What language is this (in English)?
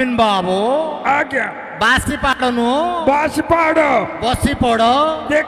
Odia